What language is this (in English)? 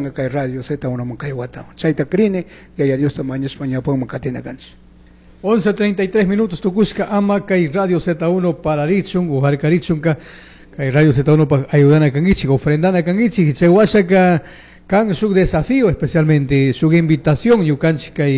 Chimborazo Highland Quichua